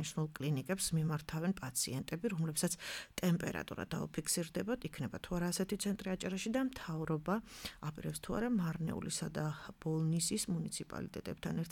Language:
Georgian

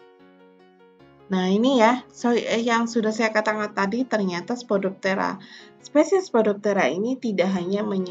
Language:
Indonesian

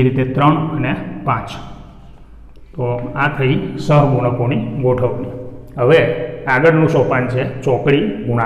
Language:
Gujarati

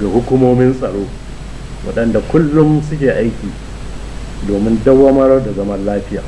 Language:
Hausa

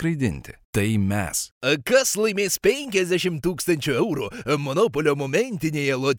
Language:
Lithuanian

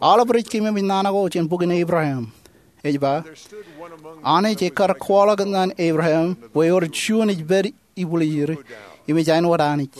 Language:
Marshallese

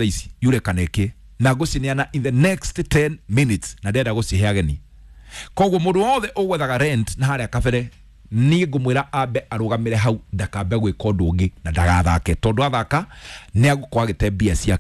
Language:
Kikuyu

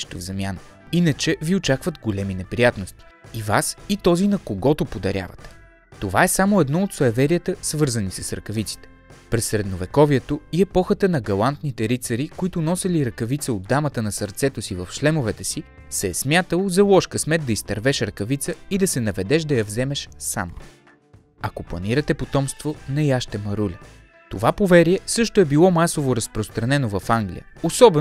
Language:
Bulgarian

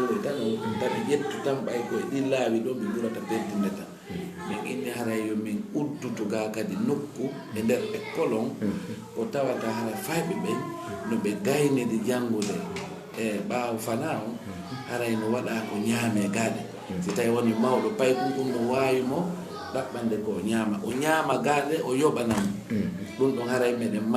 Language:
Fula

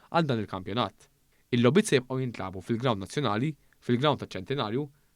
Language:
Maltese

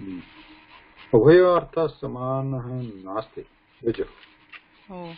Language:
Sanskrit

